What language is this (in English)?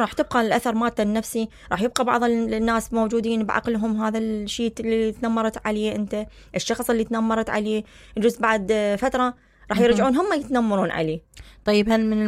Mesopotamian Arabic